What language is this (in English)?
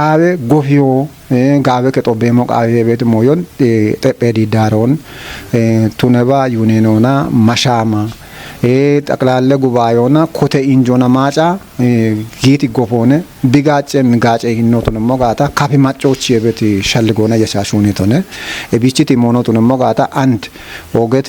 Kafa